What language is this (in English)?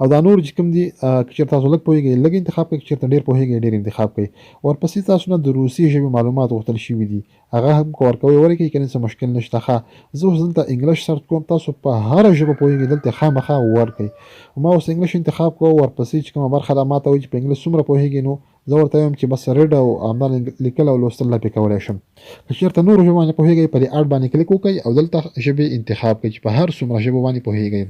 Pashto